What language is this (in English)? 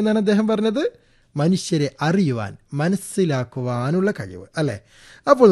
Malayalam